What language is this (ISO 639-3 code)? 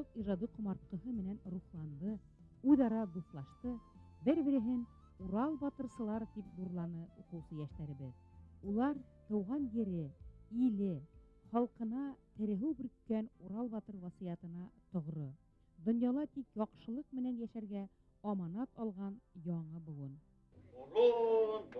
bak